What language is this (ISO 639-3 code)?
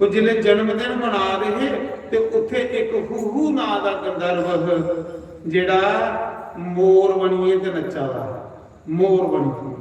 doi